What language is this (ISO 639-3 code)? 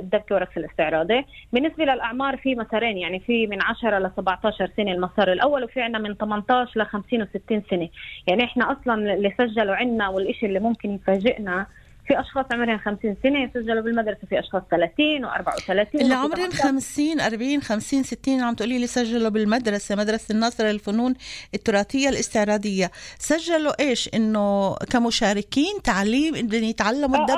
apc